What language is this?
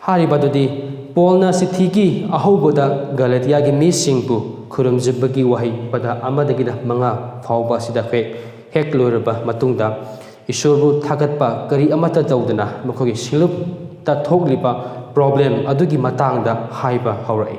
Manipuri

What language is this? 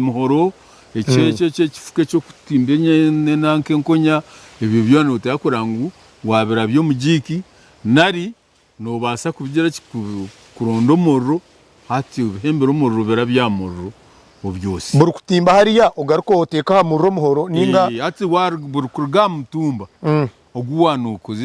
Nyankole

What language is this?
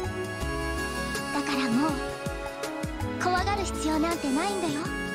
Japanese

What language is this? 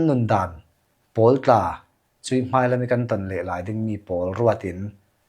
Hakha Chin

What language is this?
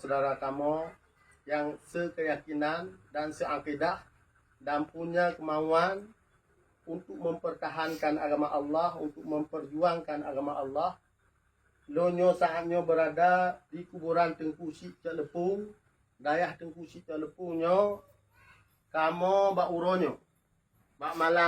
Achinese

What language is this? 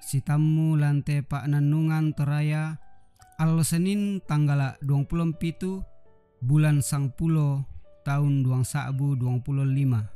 Toraja-Sa'dan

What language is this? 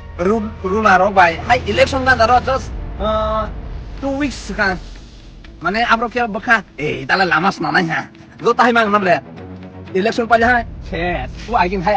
Kok Borok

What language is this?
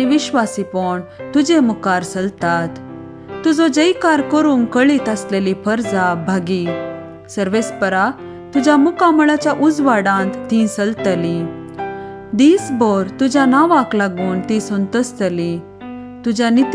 Konkani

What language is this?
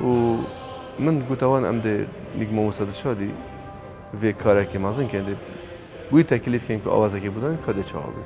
Kurdish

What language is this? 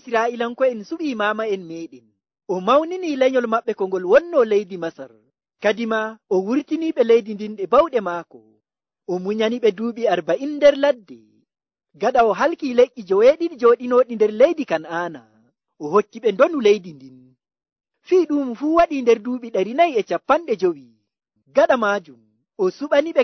Nigerian Fulfulde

